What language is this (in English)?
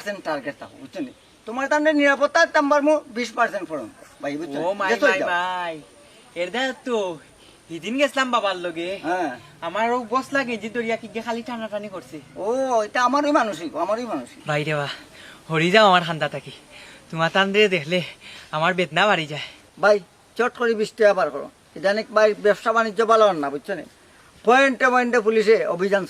Sylheti